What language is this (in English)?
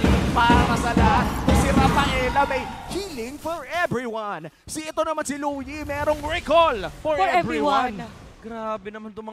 Filipino